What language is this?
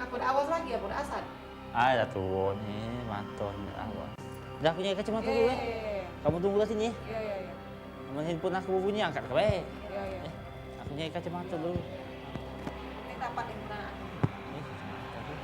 Musi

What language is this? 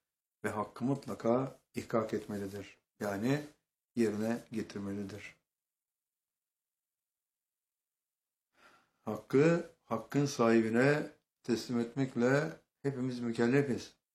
Turkish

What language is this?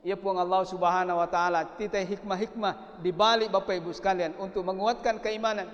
Buginese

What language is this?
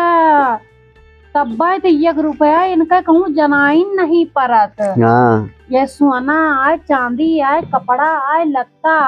Awadhi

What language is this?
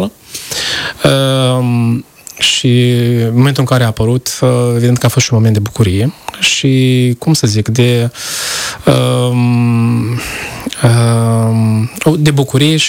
Romanian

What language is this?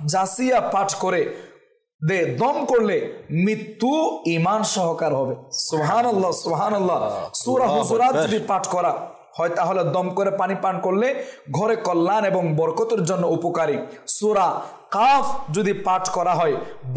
Bangla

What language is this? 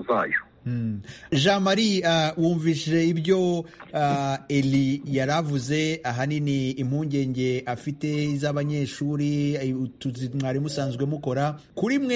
Kinyarwanda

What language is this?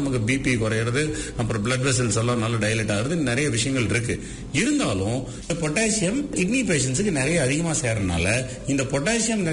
Tamil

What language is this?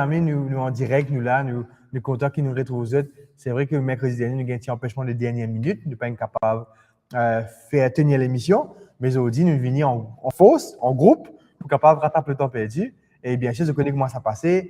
Morisyen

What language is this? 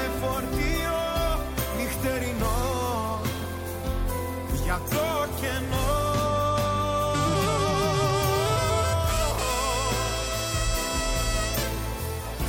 Greek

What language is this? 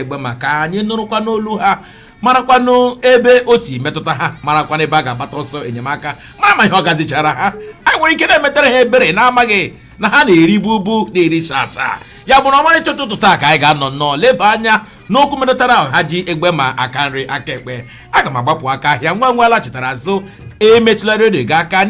Igbo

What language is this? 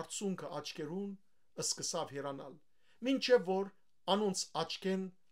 Western Armenian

